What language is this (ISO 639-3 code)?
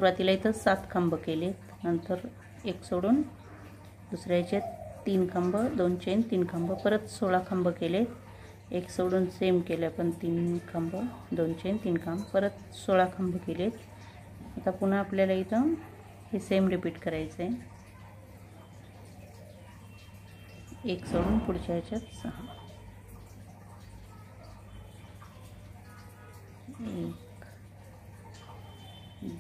mar